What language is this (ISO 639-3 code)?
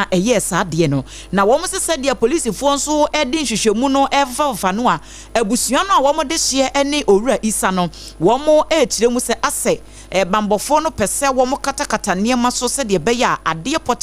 aka